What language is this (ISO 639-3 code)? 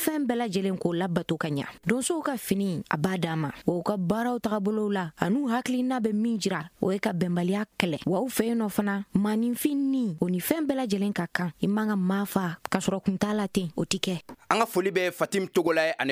bam